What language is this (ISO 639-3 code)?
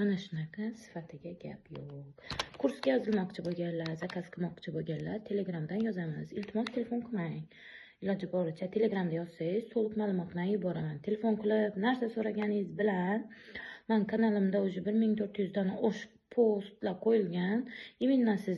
uzb